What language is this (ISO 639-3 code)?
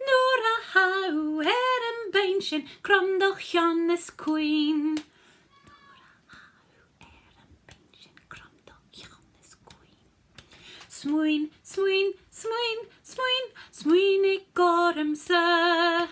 gla